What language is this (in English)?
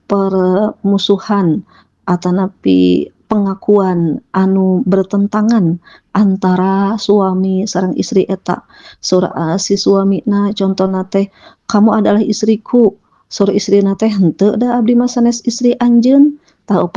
Sundanese